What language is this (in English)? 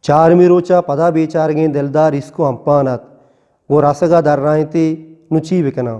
Eastern Balochi